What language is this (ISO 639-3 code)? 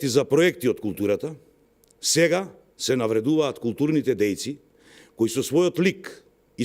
mkd